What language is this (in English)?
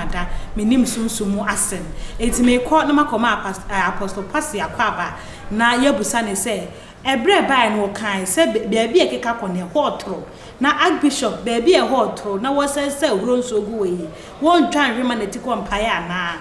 Akan